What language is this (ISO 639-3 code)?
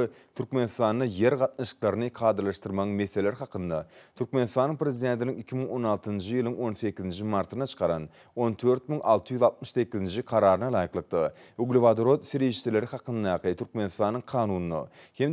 tuk